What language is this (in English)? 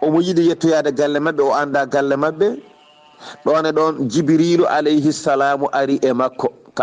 Fula